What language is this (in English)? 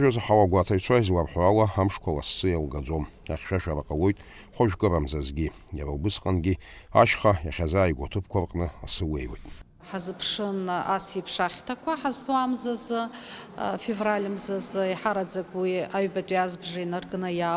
Abkhazian